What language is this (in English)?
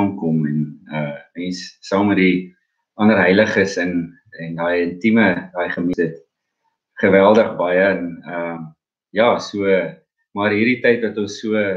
Afrikaans